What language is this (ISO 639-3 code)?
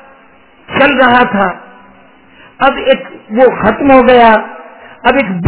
urd